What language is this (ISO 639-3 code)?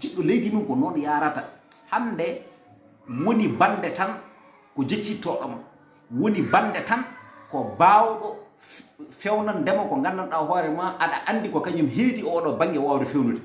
ful